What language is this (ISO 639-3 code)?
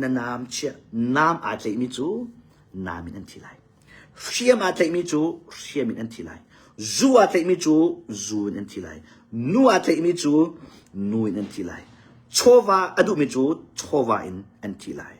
cnh